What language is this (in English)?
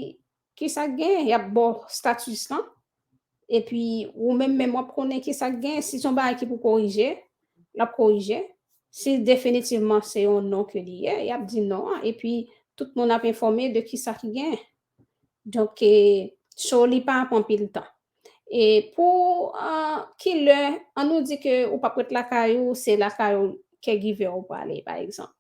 Haitian Creole